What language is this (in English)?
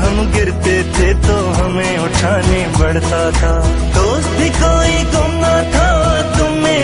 Hindi